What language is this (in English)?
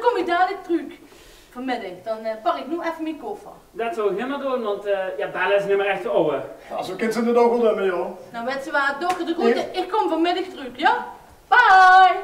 Limburgish